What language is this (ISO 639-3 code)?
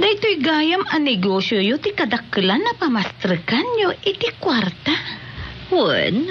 ilo